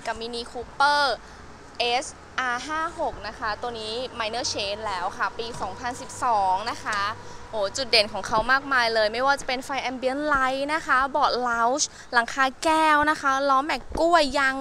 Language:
Thai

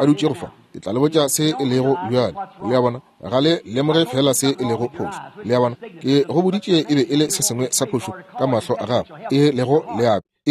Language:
Northern Sotho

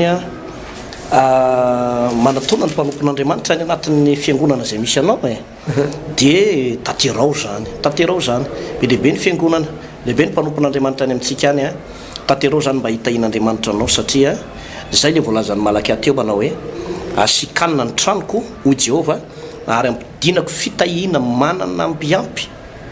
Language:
Malagasy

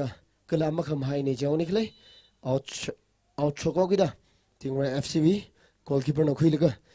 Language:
Tangkhul Naga (India)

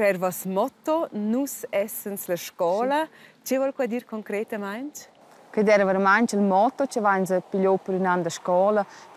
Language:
Romansh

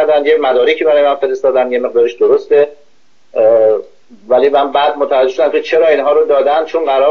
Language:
Persian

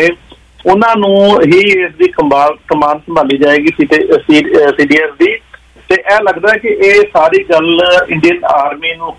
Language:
Punjabi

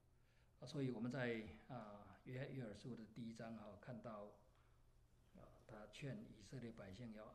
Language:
Chinese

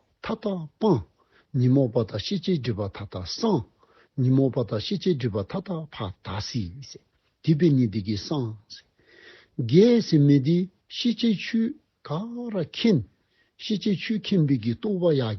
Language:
Dzongkha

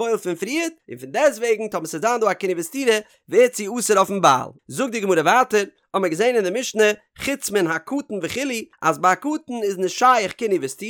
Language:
Yiddish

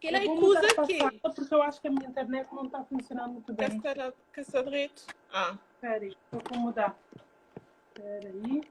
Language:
Kabuverdianu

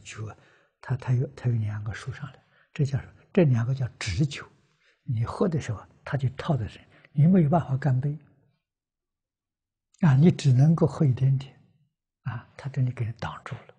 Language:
Chinese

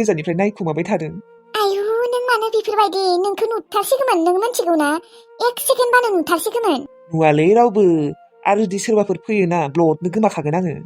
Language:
Bodo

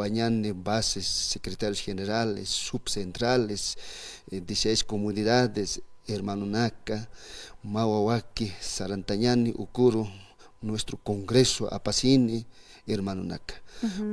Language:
Aymara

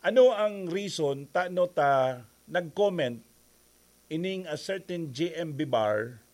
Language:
Bikol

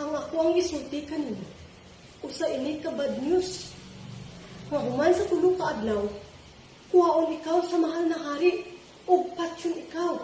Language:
Cebuano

